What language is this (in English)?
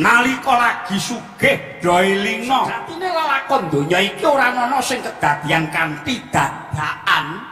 Javanese